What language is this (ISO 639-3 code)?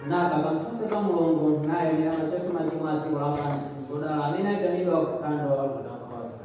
nya